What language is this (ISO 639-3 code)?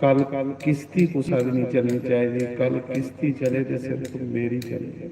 doi